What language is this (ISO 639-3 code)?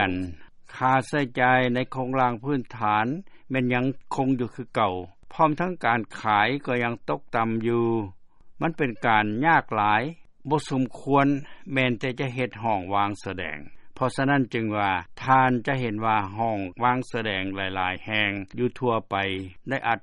lao